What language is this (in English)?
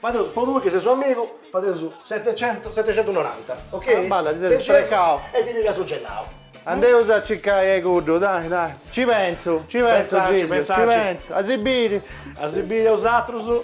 Sardinian